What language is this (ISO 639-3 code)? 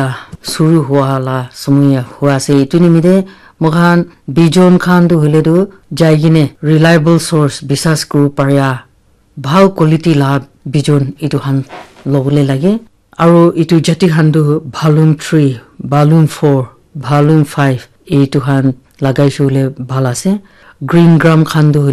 nag